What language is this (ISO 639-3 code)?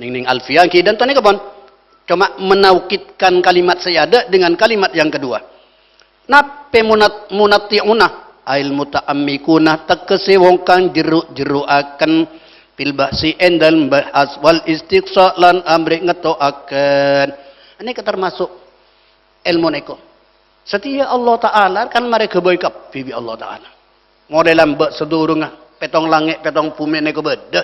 mad